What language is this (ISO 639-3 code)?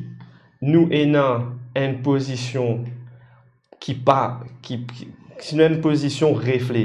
mfe